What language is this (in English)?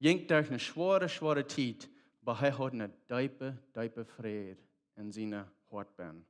Plautdietsch